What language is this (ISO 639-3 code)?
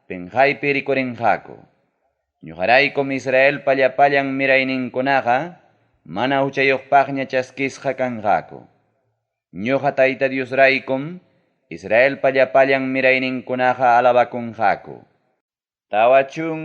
quy